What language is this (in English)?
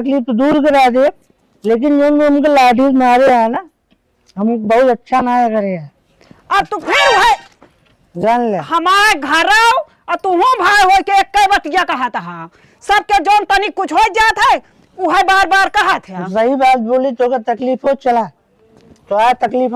Awadhi